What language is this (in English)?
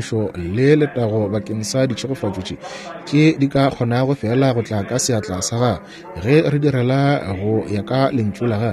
Northern Sotho